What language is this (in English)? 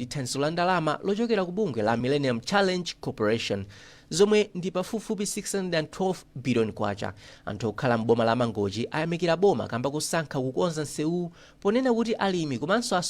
Nyanja